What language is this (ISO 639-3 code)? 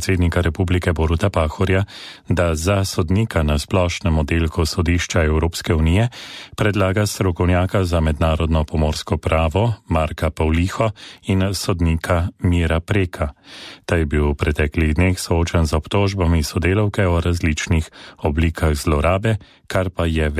slv